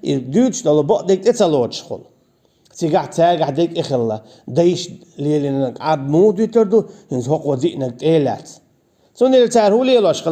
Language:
Chechen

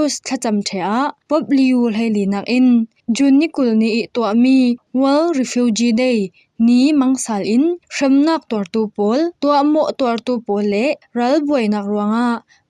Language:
Falam Chin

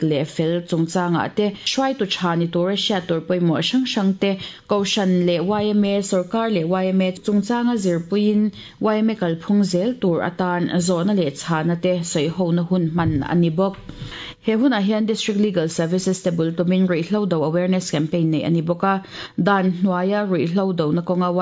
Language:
Mizo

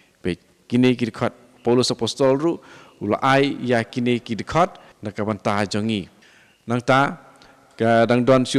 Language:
Khasi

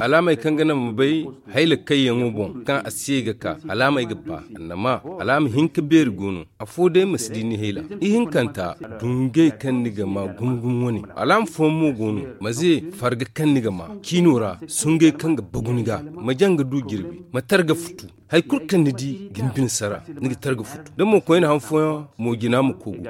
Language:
Zarma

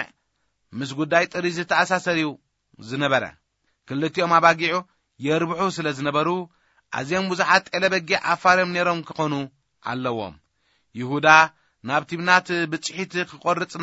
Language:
Tigrinya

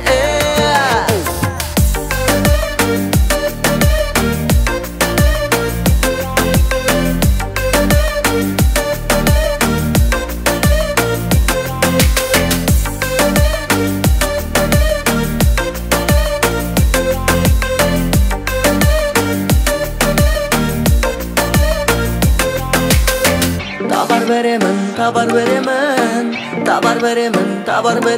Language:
Kazakh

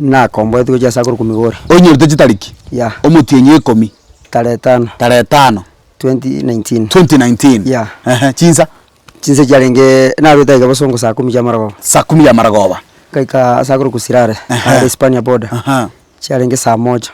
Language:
Gusii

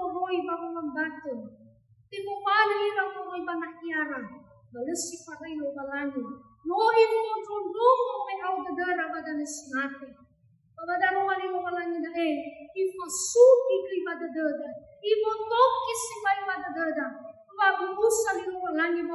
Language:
Nias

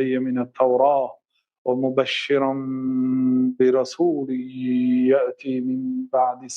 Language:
Tajik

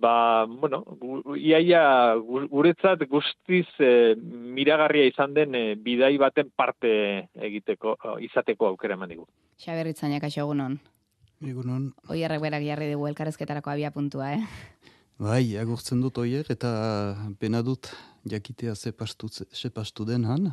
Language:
Basque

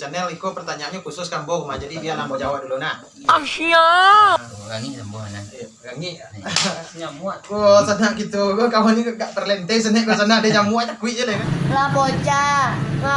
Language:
Minangkabau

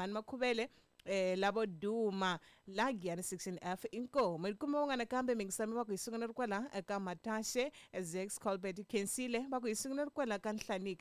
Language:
Tsonga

